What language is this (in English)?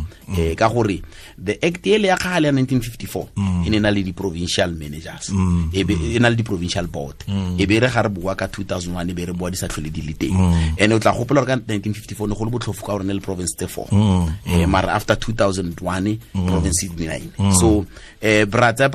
Tswana